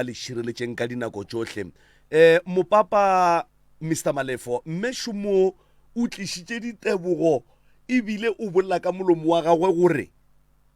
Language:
Northern Sotho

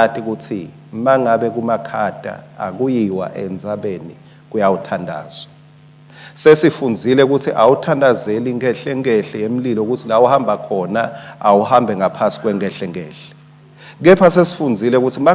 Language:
Swati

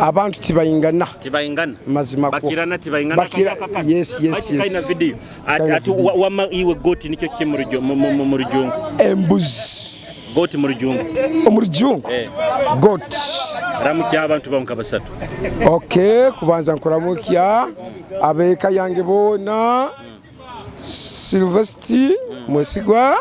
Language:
Nyoro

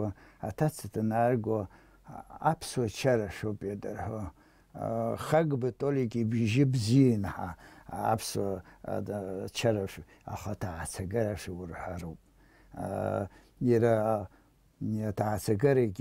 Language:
Abkhazian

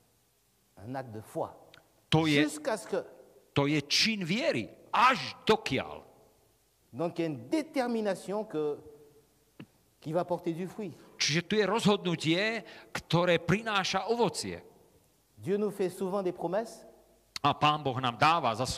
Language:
Slovak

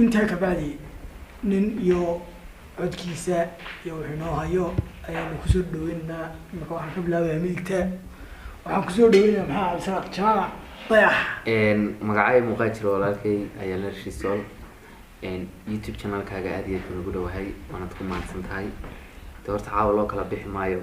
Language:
Somali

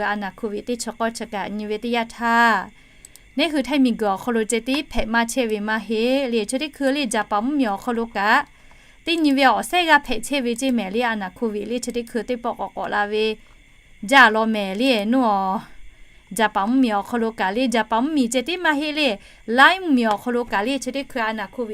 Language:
Lahu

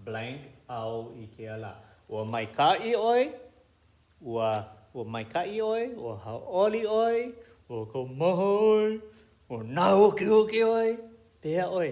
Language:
Hawaiian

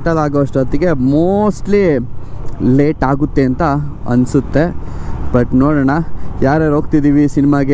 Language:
Kannada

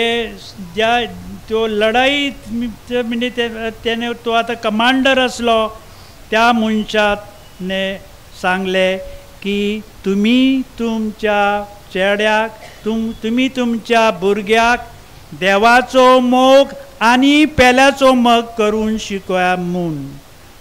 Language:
Konkani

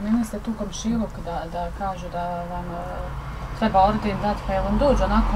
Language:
Bosnian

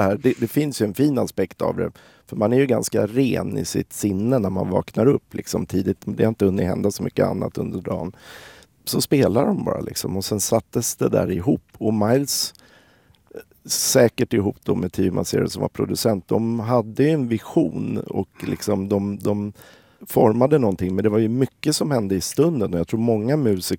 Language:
Swedish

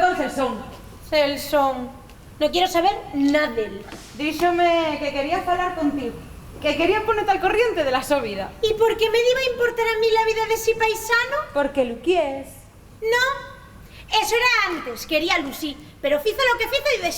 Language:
Asturian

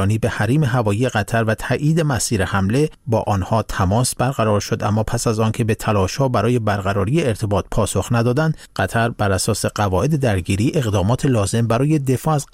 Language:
Persian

